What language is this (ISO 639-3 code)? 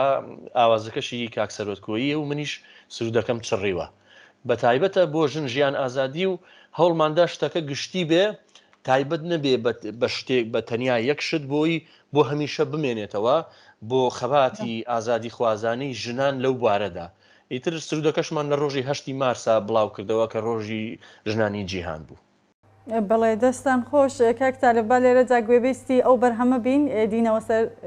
ckb